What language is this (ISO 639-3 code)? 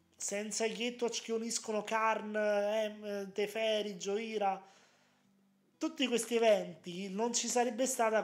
ita